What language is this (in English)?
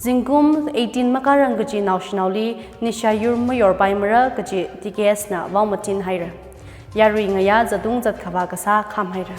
Tangkhul Naga (India)